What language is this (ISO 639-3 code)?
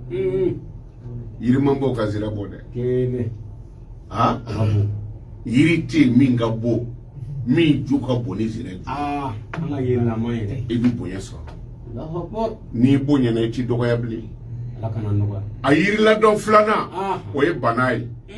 bam